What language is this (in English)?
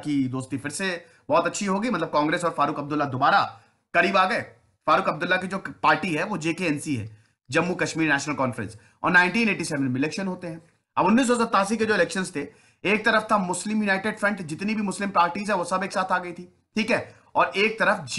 Hindi